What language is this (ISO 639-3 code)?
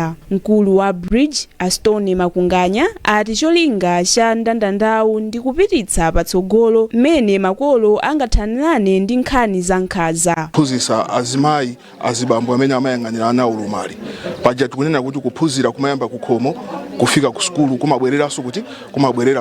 nya